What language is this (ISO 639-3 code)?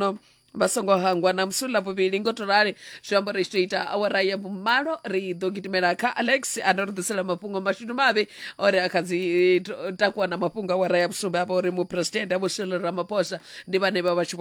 ven